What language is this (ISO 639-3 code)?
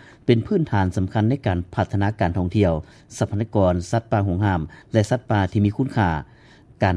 lao